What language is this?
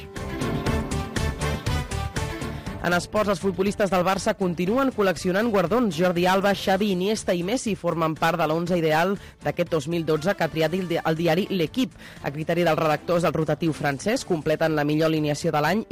Catalan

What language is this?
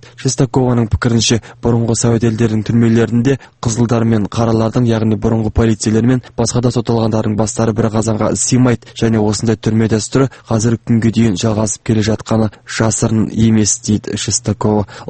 Kazakh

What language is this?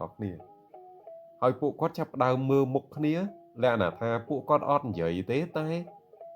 Khmer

